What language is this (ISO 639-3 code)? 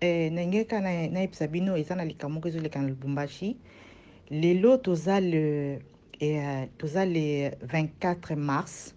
lin